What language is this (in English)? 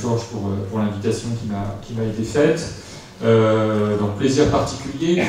French